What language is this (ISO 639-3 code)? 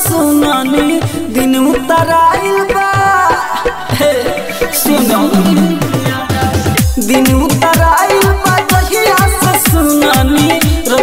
bho